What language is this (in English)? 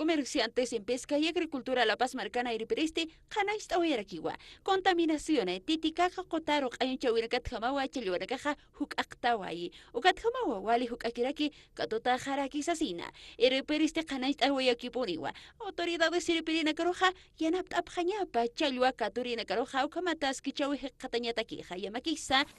Aymara